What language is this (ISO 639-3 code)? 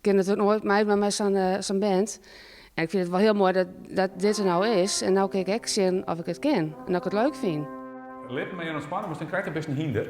fry